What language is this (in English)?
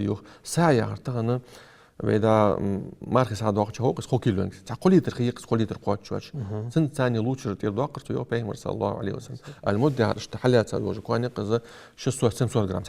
Ingush